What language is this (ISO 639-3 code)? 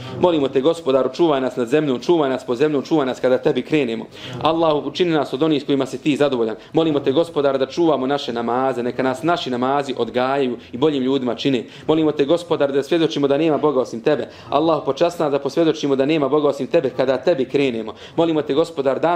bos